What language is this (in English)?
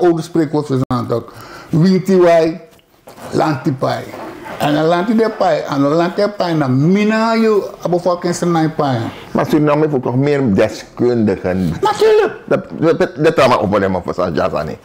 Sranan Tongo